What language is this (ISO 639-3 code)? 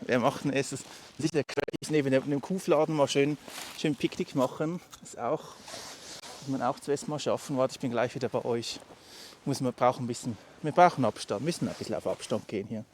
gsw